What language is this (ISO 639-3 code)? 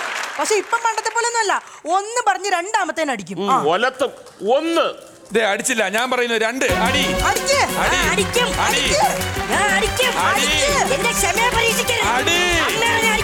mal